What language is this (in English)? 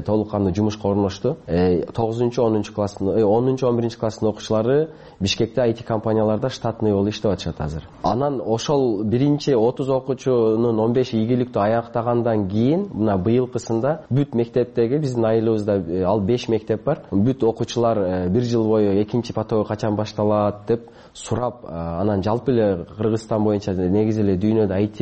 Kyrgyz